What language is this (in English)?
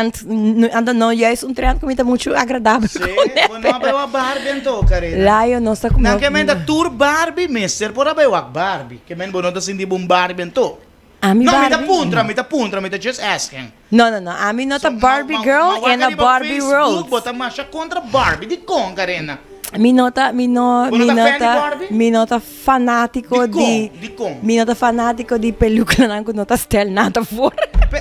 Papiamento